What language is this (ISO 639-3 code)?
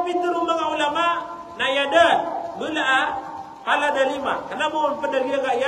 mrw